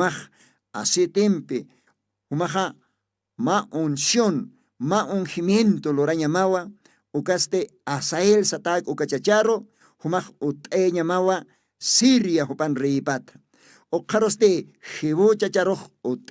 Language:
Aymara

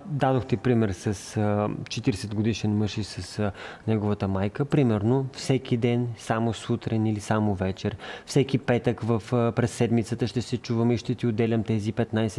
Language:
Bulgarian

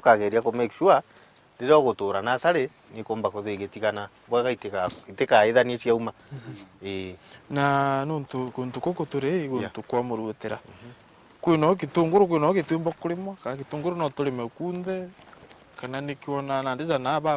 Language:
Meru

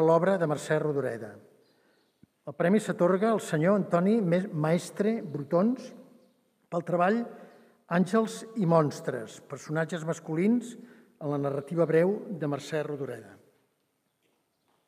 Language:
Catalan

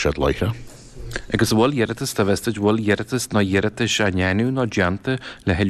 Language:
Irish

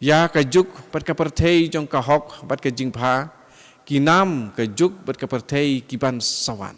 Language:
Khasi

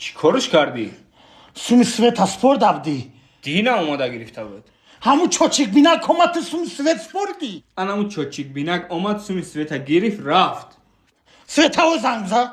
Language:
Tajik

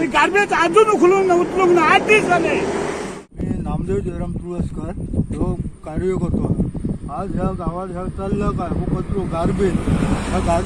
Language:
Konkani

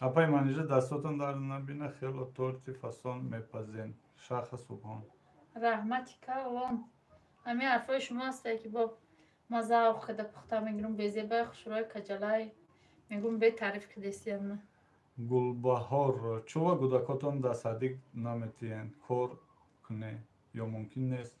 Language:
Tajik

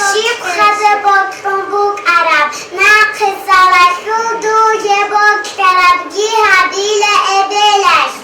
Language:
Avaric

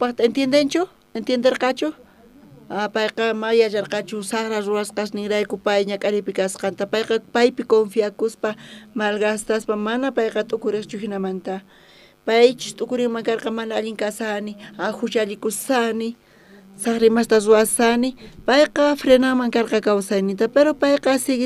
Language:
South Bolivian Quechua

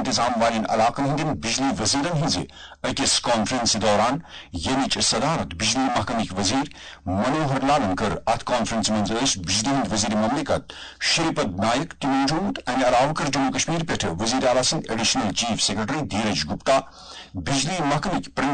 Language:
Kashmiri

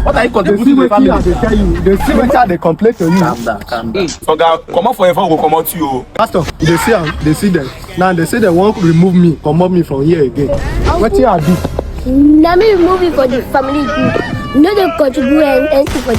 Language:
Nigerian Pidgin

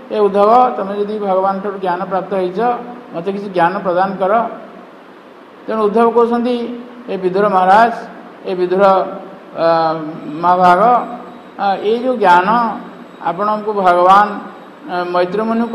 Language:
Odia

